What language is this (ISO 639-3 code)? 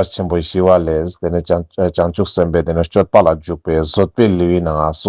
lbj